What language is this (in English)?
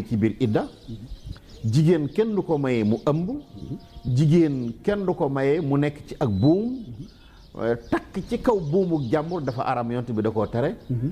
Wolof